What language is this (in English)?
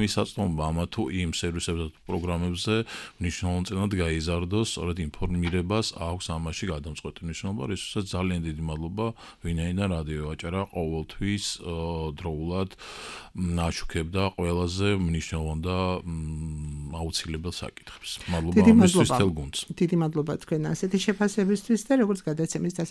Georgian